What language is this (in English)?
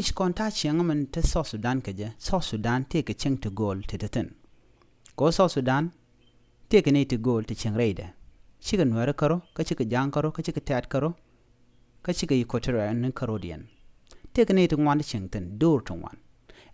Nuer